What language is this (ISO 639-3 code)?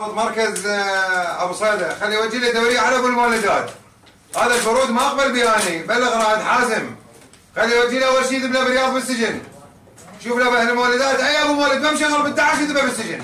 acm